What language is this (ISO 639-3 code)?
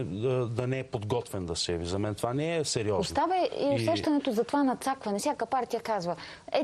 bul